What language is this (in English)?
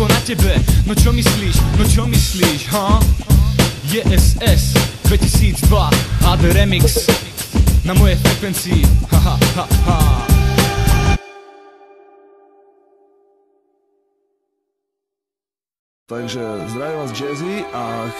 Slovak